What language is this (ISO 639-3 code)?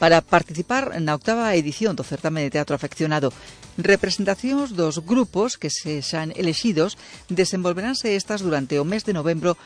glg